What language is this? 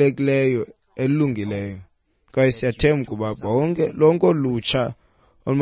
Xhosa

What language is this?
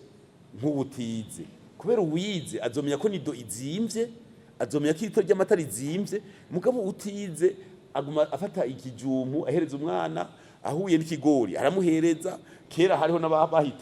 Rundi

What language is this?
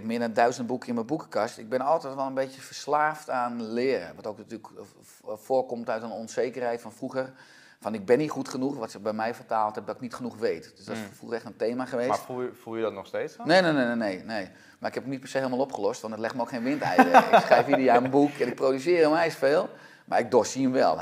Dutch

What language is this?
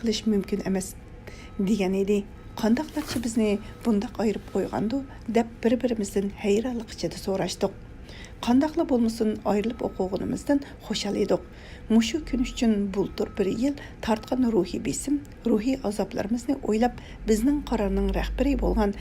Uyghur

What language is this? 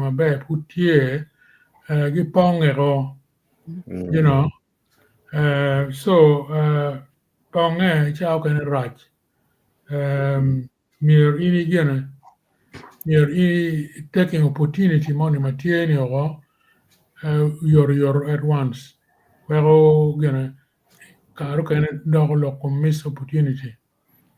Acoli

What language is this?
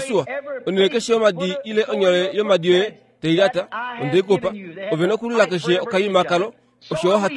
Kuanyama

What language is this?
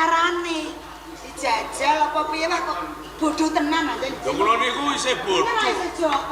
Javanese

